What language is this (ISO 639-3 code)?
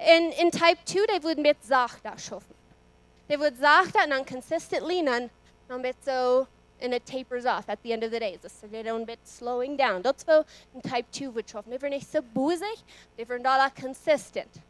pdt